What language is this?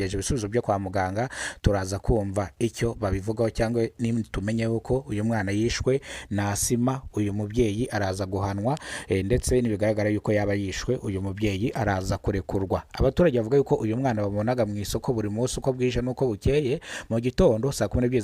Kinyarwanda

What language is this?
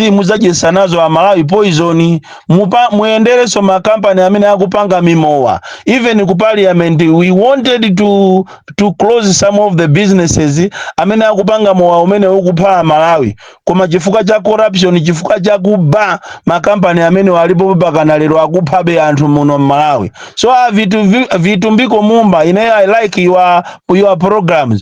Nyanja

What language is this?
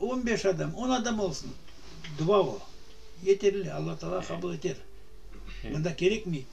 Crimean Tatar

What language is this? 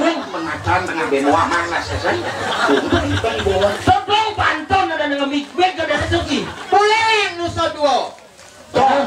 Balinese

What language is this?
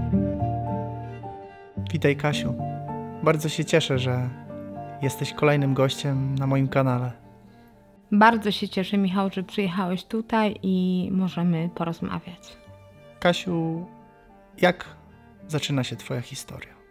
Polish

